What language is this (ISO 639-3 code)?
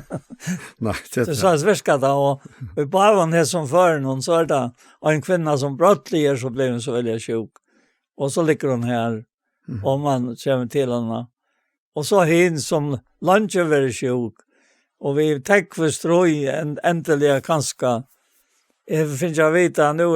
fao